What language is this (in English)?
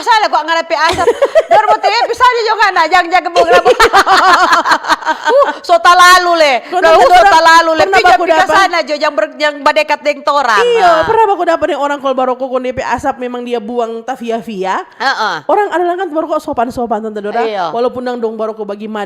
Manado Malay